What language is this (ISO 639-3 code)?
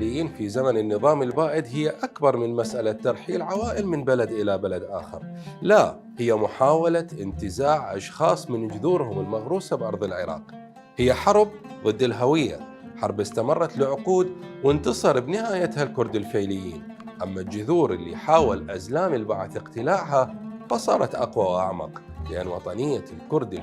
acm